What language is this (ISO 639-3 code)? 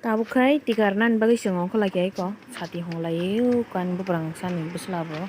trp